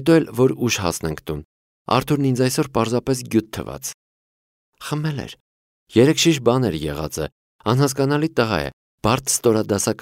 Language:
Armenian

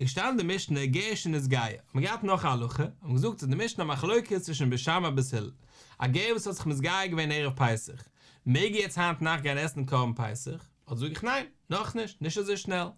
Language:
Yiddish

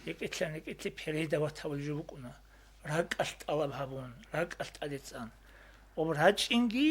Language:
Avaric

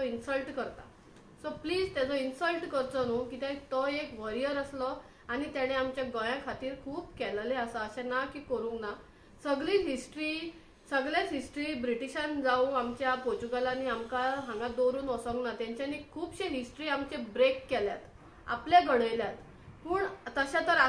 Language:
Konkani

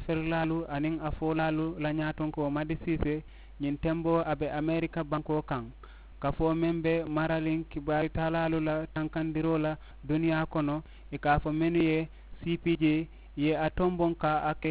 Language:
Mandingo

